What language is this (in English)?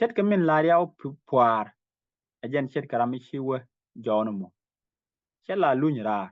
Nuer